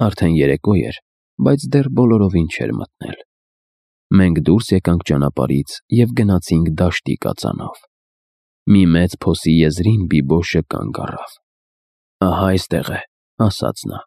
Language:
Armenian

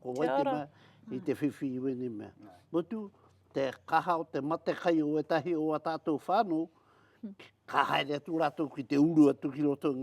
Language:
Māori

